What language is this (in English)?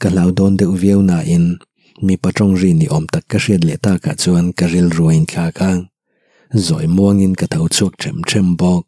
Mizo